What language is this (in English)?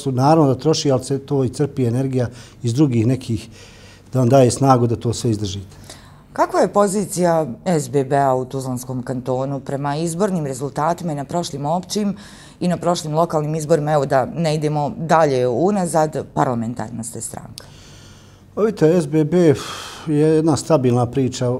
Bosnian